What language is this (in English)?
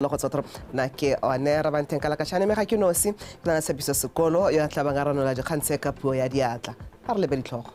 Tswana